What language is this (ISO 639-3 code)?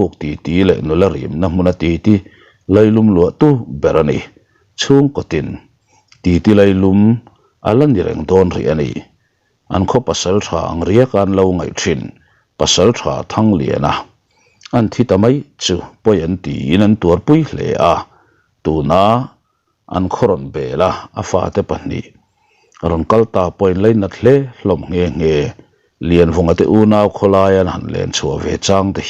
lus